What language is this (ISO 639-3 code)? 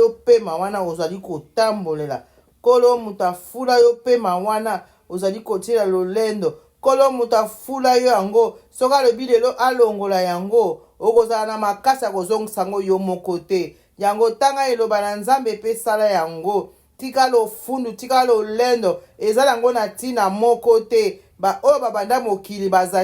lin